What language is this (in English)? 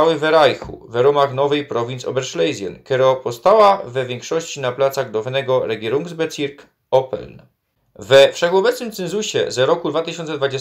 Silesian